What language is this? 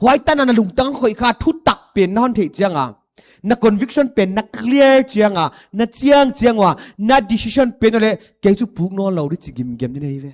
Paite Chin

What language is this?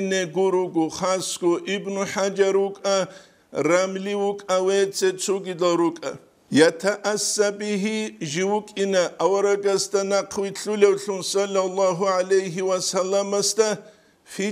Avaric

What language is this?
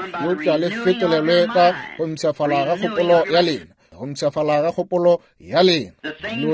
Northern Sotho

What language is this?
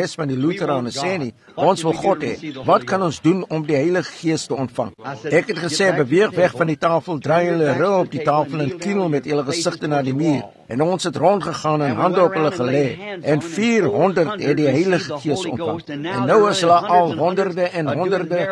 Afrikaans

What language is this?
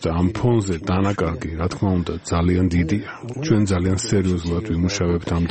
Georgian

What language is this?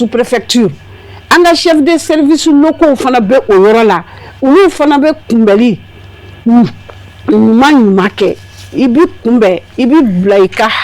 Bambara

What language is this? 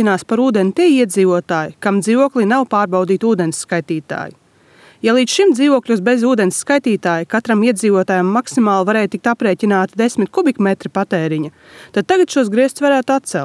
Latvian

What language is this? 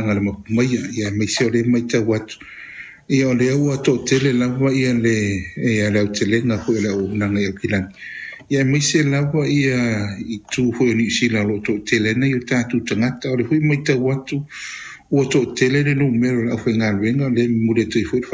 Samoan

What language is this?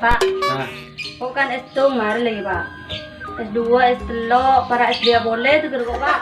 Madurese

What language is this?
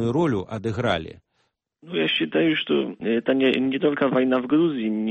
Belarusian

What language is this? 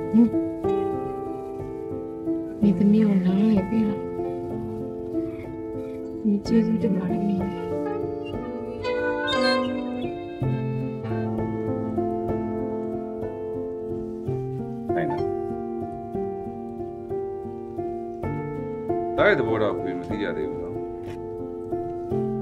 Burmese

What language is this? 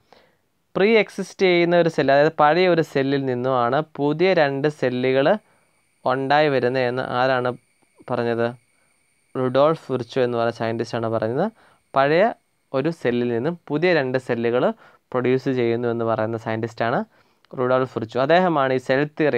Malayalam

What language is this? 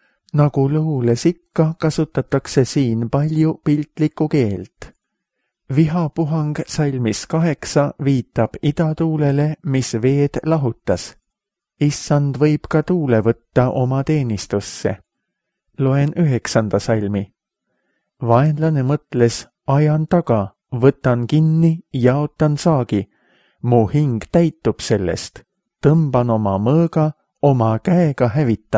Estonian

